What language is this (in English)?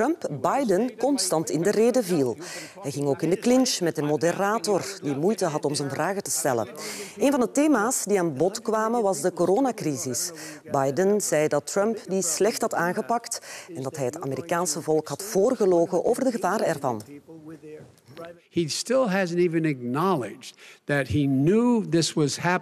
Dutch